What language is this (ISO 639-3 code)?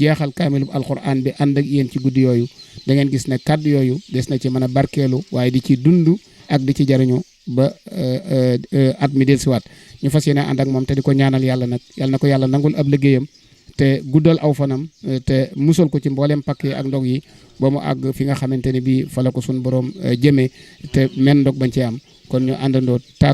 wol